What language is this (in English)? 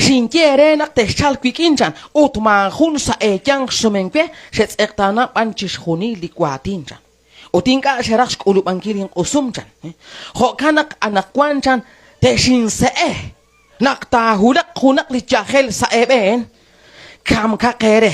Kekchí